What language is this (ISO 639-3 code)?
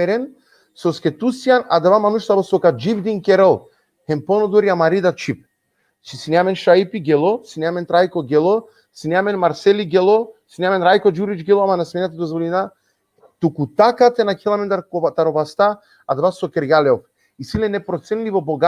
rmn